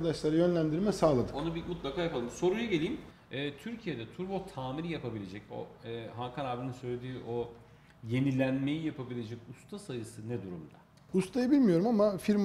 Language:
Turkish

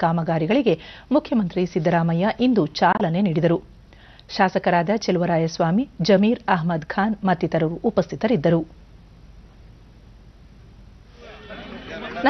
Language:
Kannada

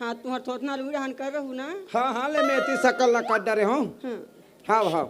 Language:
Chhattisgarhi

